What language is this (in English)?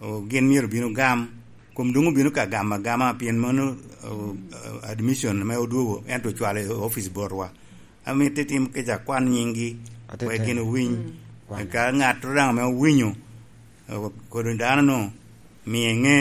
Lango (Uganda)